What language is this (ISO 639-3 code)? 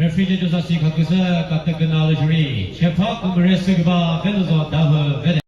nri